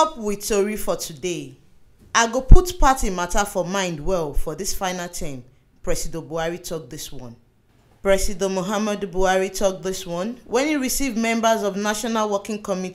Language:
Nigerian Pidgin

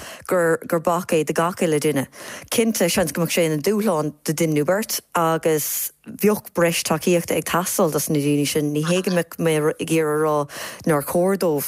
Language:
Irish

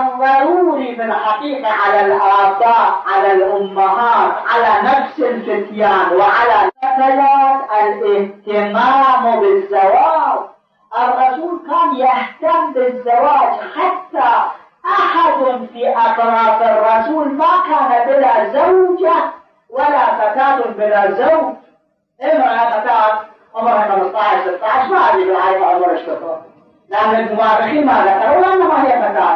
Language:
Arabic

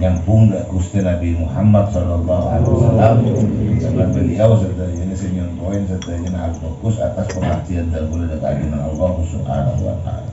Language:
Madurese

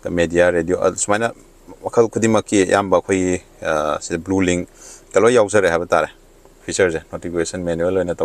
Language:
Manipuri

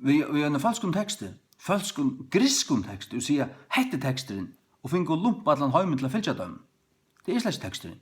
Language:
Faroese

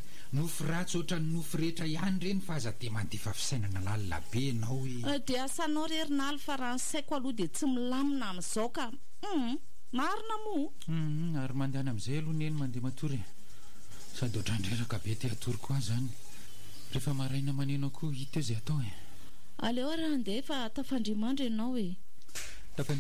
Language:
Malagasy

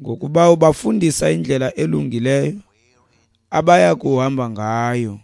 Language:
Xhosa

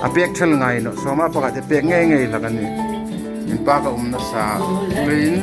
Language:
Hmar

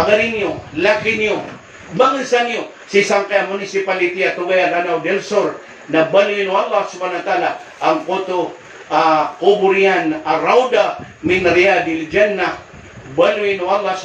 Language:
Maranao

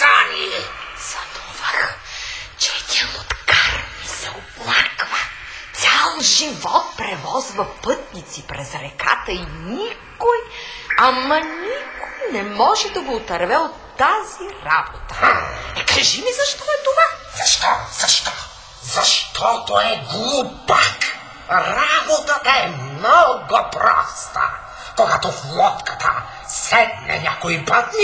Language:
Bulgarian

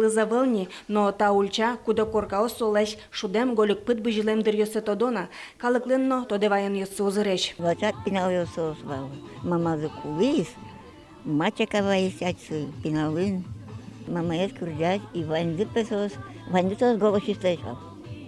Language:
Udmurt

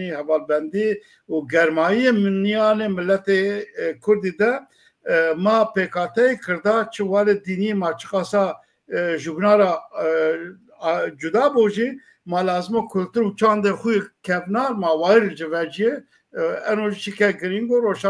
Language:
Zaza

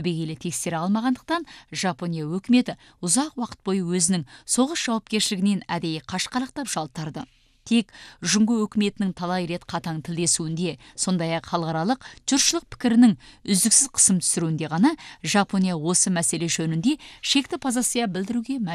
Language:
Kazakh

